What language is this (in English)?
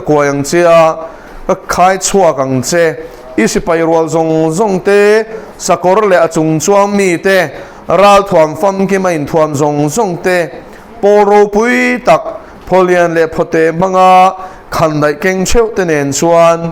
Mizo